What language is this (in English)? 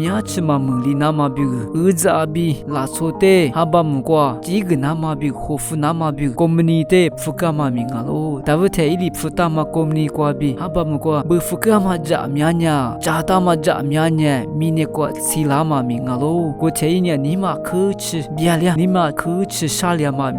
Lisu